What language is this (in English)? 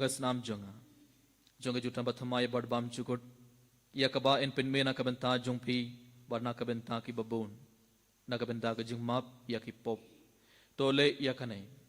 Khasi